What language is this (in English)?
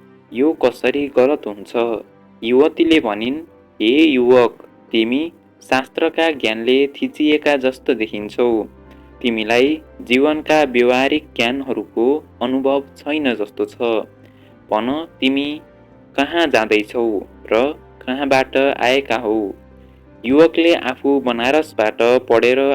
Nepali